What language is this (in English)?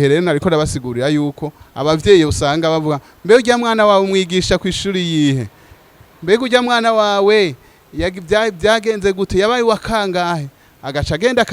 Rundi